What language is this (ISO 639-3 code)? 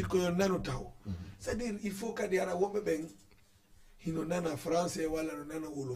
ful